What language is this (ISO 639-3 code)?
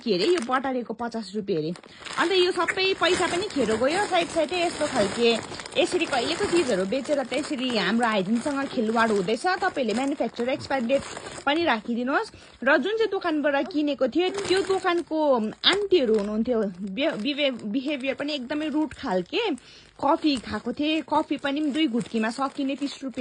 nep